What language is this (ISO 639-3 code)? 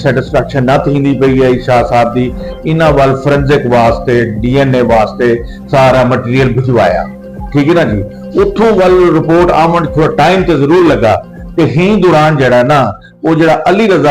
skr